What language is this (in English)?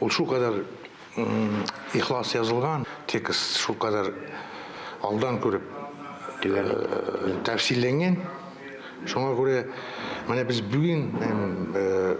Tatar